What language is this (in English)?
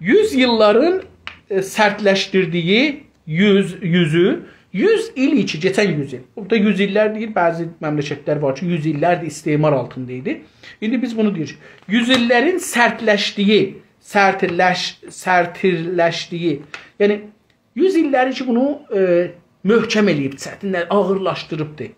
South Azerbaijani